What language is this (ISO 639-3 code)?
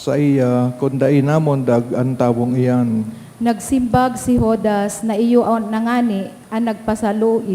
bik